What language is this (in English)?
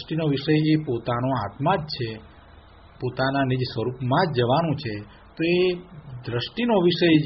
Gujarati